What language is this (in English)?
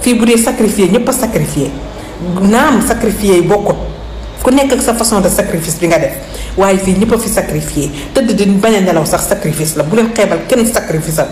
Wolof